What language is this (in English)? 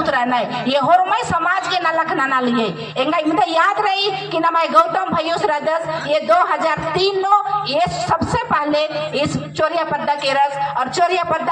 Kurukh